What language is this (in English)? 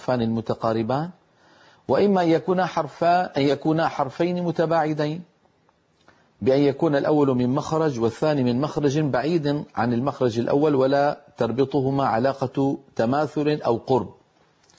Arabic